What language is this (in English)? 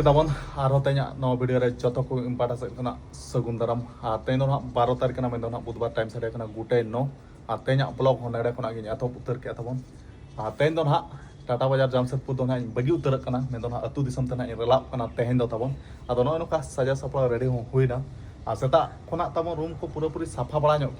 Santali